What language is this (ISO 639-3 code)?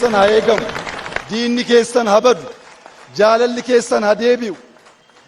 orm